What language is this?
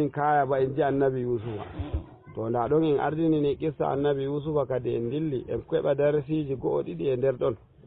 Fula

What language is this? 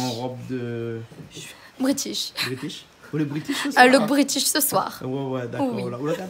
Réunion Creole French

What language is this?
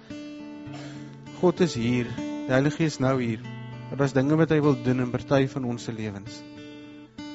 Afrikaans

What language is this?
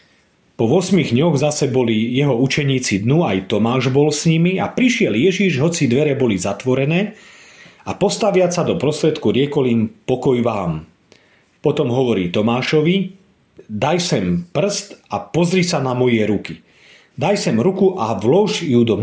Slovak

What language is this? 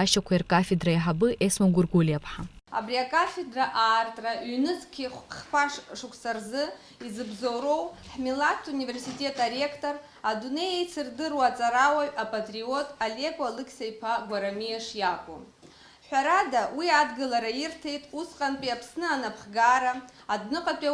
Abkhazian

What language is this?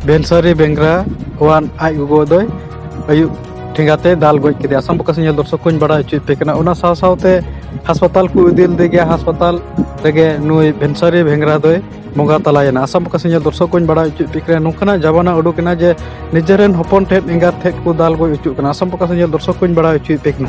Santali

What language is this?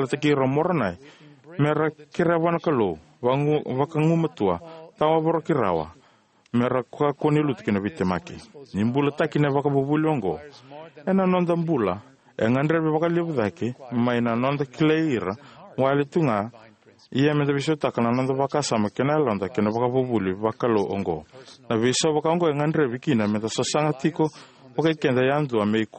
Fijian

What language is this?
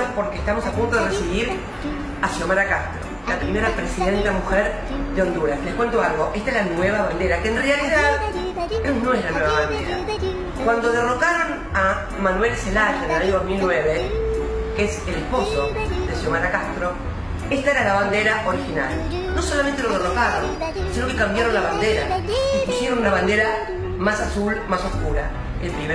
Spanish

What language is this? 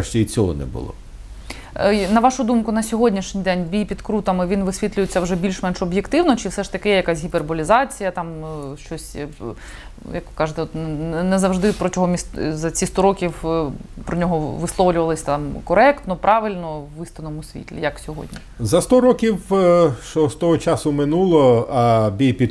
Ukrainian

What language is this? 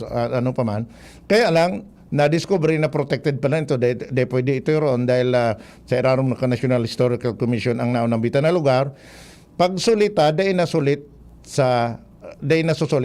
Bikol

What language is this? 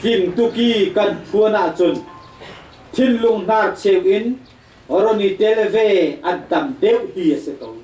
Hakha Chin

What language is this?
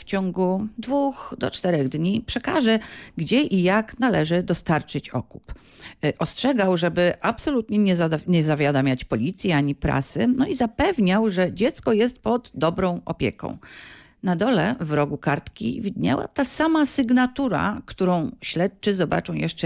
Polish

